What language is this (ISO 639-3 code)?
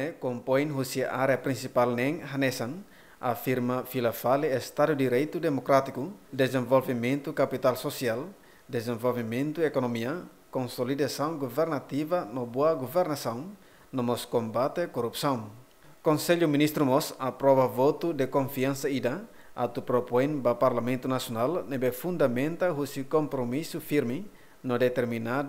tet